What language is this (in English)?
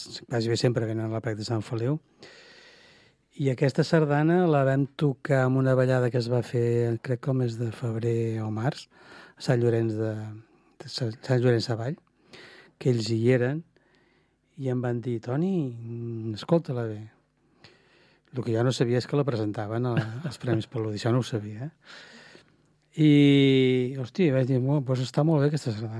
Catalan